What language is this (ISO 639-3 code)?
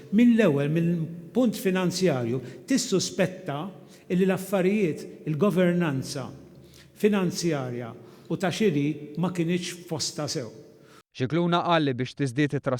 mlt